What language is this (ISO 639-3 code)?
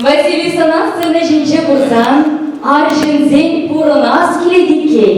chv